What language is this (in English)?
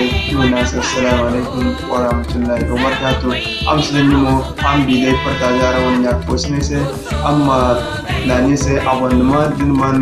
Zarma